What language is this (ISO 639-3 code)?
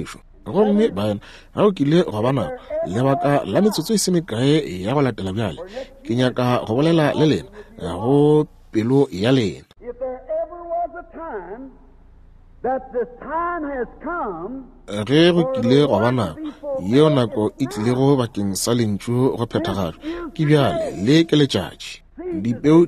nso